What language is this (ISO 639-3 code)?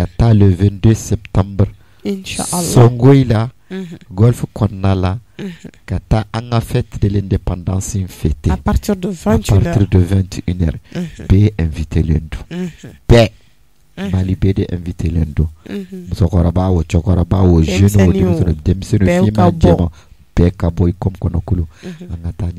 bam